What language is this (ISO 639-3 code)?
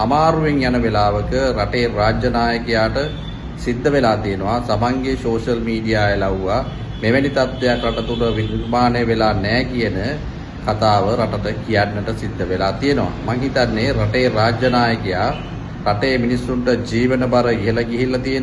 sin